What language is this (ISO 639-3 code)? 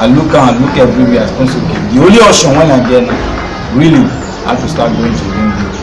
pcm